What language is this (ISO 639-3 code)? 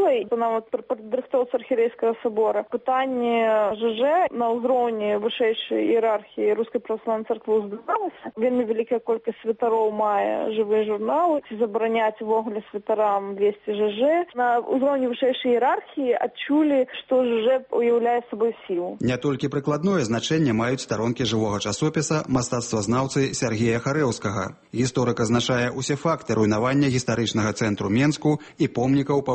bel